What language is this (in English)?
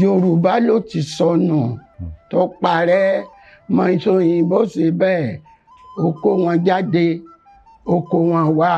Yoruba